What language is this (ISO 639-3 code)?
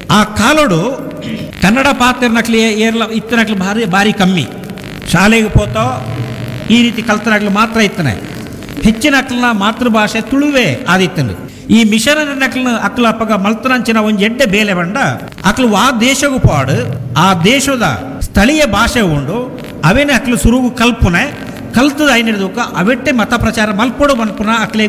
tcy